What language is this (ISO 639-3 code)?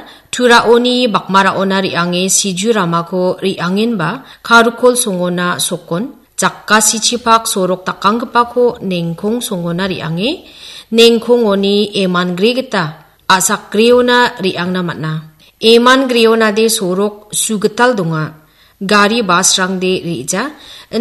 grt